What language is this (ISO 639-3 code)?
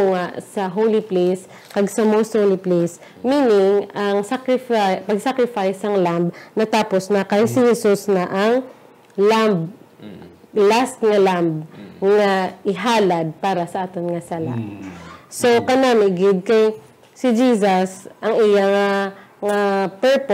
hil